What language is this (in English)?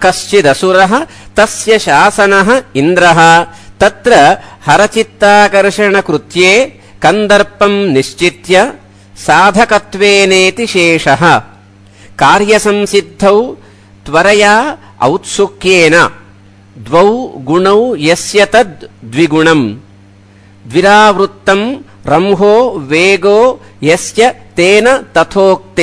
Sanskrit